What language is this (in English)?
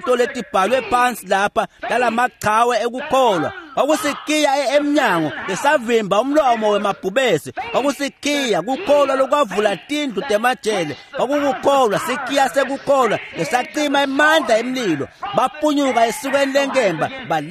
Swati